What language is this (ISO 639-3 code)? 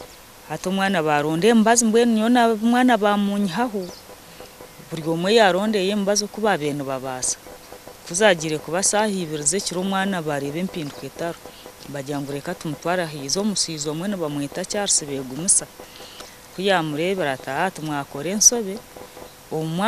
nyn